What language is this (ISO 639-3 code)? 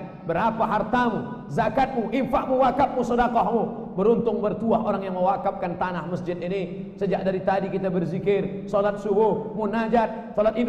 ind